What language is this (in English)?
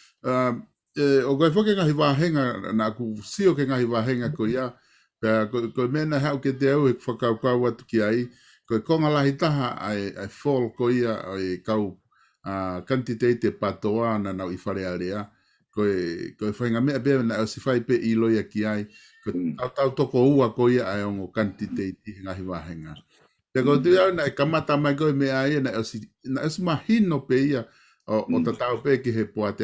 Tongan